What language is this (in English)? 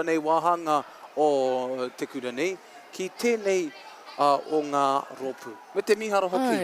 Māori